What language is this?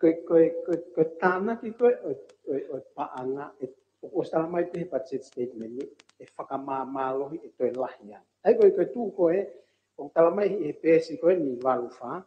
Tongan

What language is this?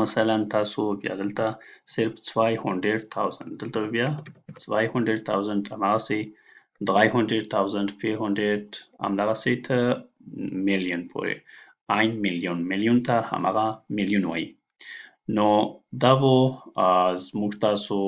Pashto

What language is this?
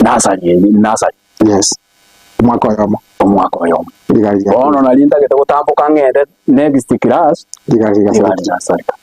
Gusii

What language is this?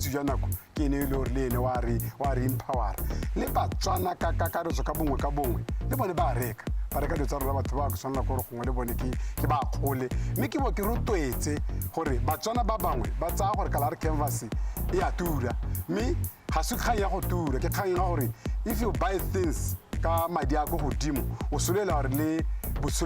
Tswana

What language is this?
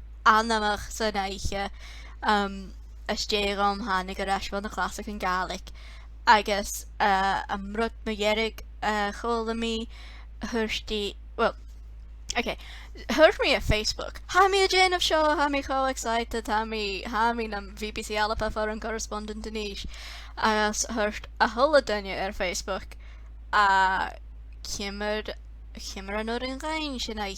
Scottish Gaelic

